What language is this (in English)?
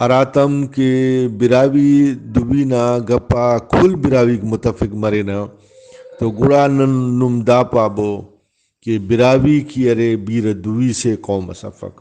Brahui